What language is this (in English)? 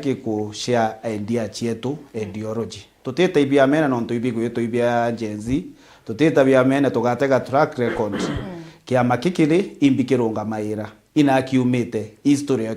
Meru